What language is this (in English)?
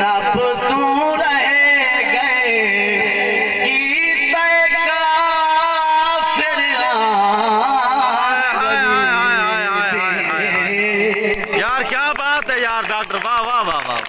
Saraiki